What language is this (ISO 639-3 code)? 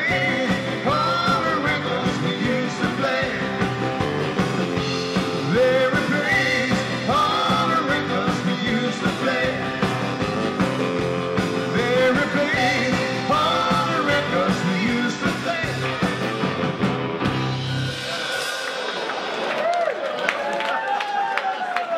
swe